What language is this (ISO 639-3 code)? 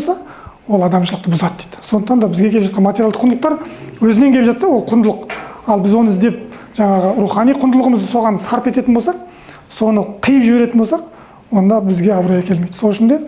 kaz